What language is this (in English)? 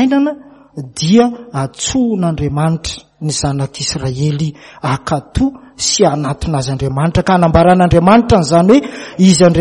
Malagasy